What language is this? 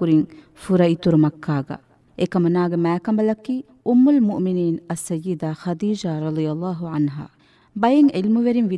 Divehi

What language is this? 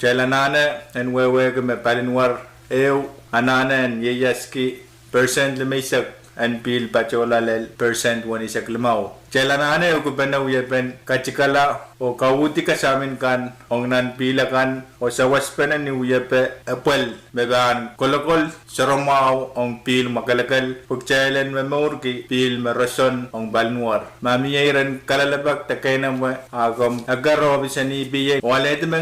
Pohnpeian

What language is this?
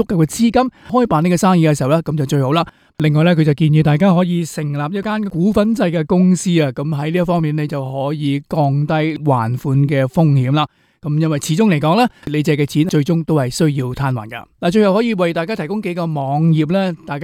Cantonese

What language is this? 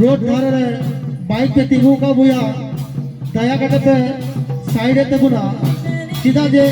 Santali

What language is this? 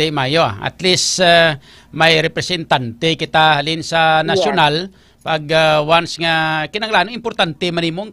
Hiligaynon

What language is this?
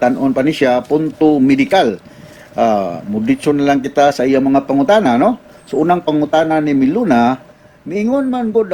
Cebuano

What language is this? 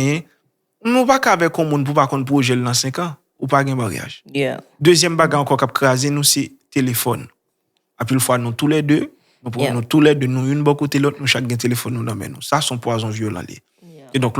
Haitian Creole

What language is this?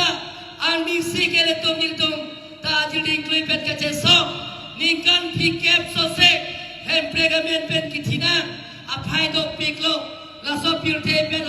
Karbi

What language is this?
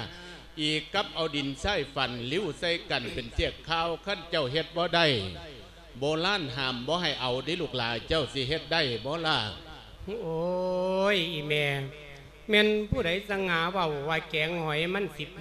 Lao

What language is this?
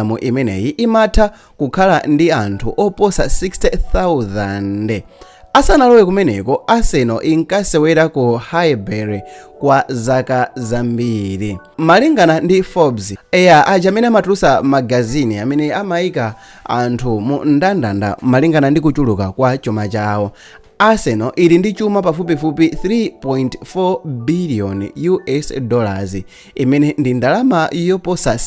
Nyanja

